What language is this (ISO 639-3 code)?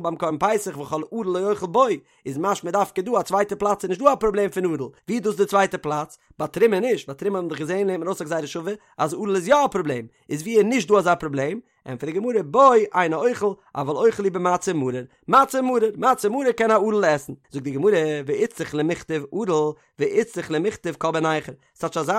yid